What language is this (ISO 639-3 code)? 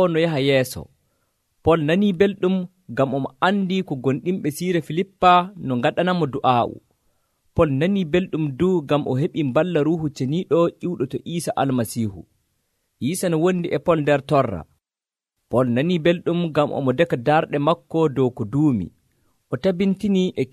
fuv